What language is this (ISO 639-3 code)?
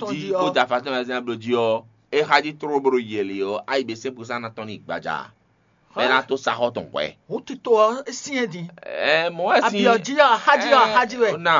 fon